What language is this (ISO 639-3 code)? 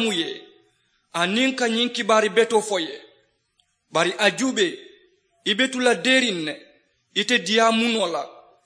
man